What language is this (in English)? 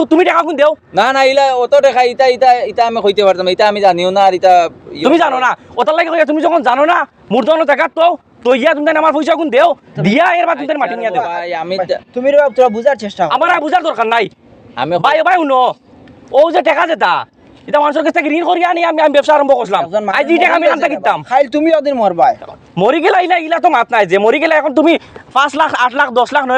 Sylheti